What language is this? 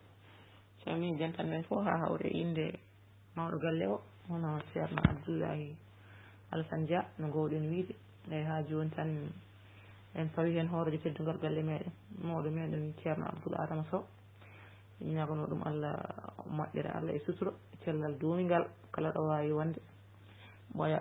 Fula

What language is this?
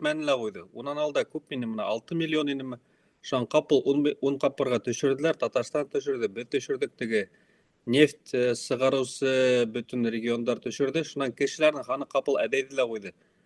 Bashkir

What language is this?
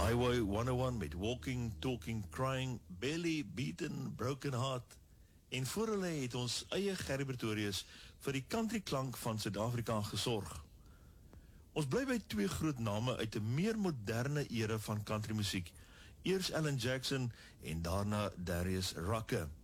Afrikaans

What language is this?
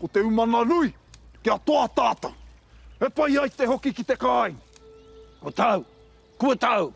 Māori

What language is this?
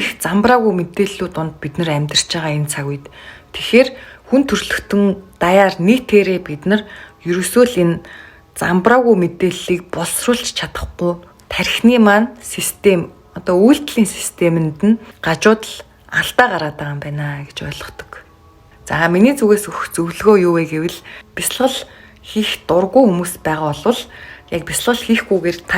Mongolian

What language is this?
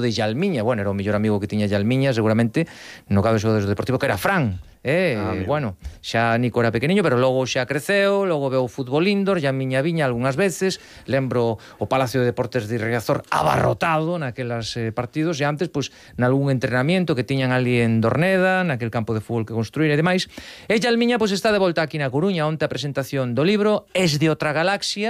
Galician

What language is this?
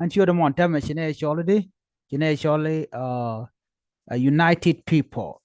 Nuer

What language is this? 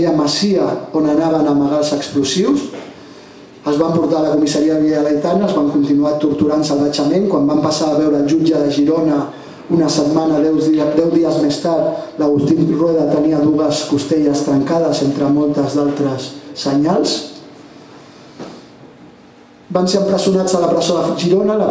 Catalan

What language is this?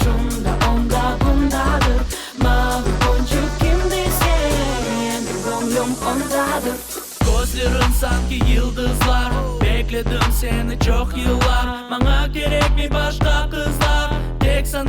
Crimean Tatar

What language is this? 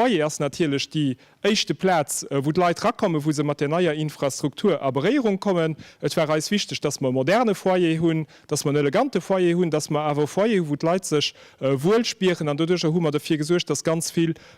Luxembourgish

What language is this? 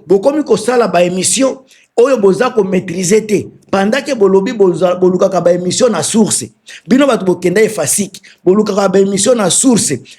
Lingala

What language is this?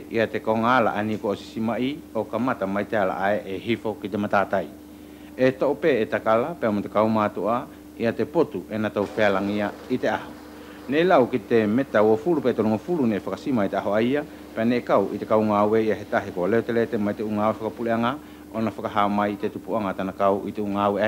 Wallisian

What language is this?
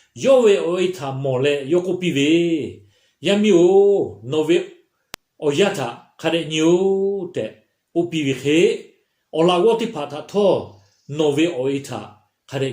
Lahu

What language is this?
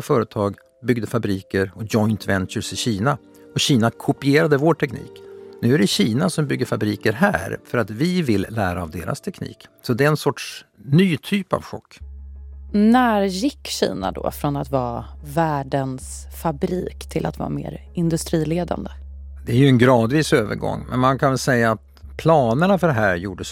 Swedish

